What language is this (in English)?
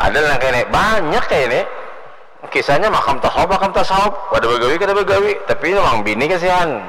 Banjar